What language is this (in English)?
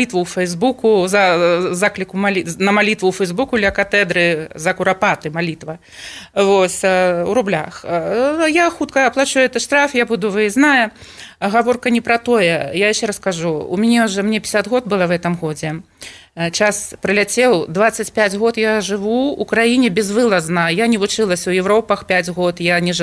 Belarusian